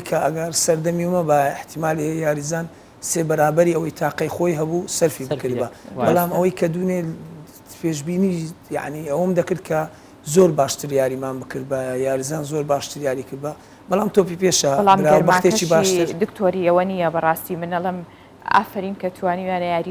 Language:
Central Kurdish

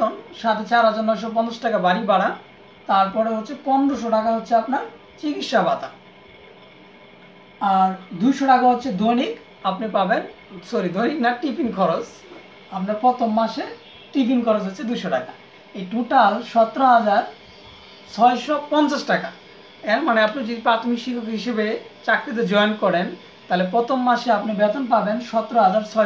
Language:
Bangla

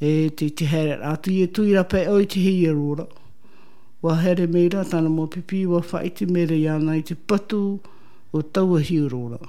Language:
Tahitian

